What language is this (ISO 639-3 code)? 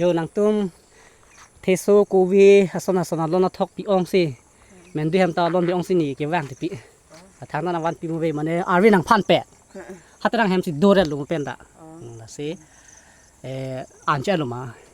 mjw